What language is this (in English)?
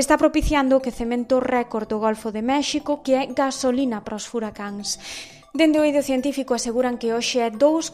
Galician